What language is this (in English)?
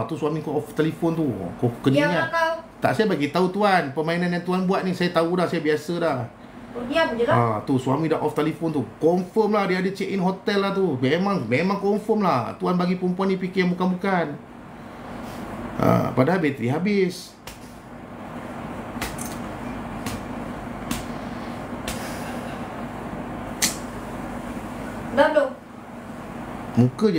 Malay